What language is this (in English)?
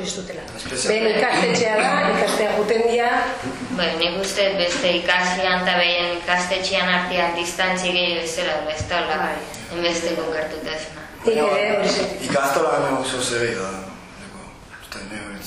Basque